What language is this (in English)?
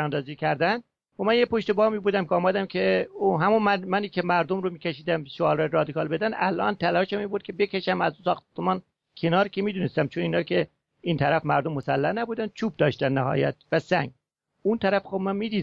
Persian